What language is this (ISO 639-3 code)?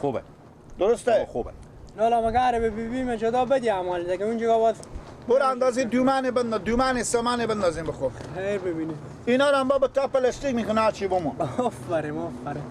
fas